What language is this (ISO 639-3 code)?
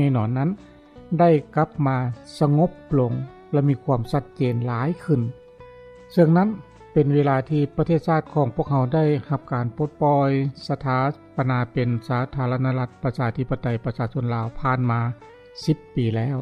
lao